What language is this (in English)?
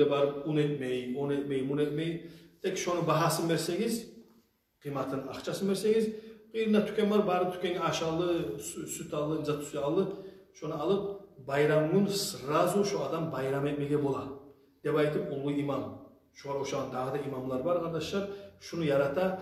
Kumyk